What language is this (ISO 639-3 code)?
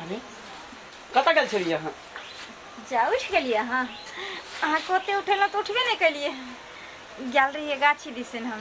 mai